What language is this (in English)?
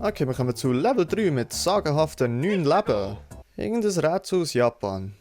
Swiss German